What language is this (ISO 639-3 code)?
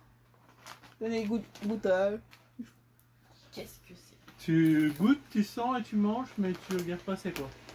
fra